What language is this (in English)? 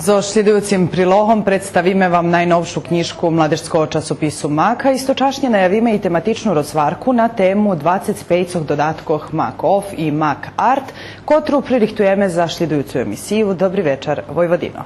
Rusyn